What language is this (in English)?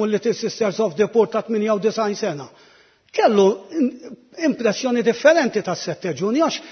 Maltese